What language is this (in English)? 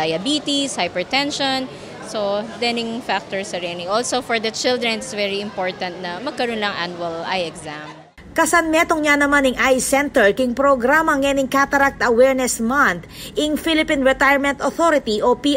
Pampanga